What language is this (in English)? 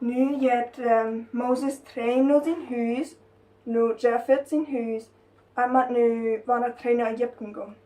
Plautdietsch